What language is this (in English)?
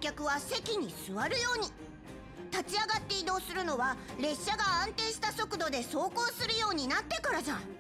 Japanese